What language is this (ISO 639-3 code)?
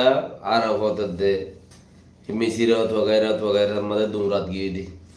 rhg